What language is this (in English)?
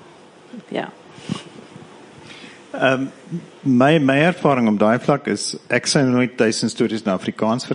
Afrikaans